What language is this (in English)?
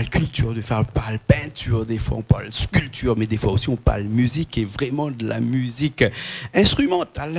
Réunion Creole French